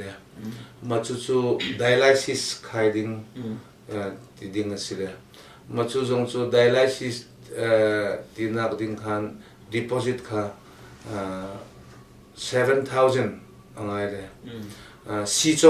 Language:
Hakha Chin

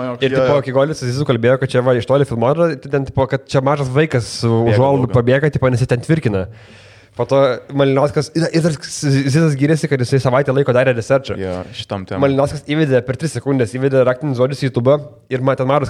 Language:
Lithuanian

